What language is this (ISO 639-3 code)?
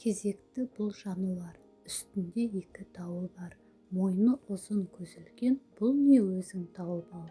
kaz